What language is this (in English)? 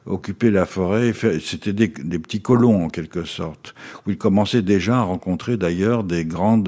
French